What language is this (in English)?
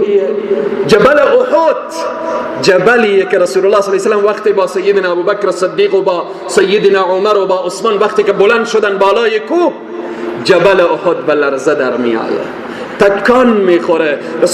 Persian